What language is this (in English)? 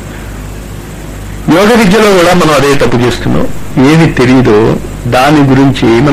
Telugu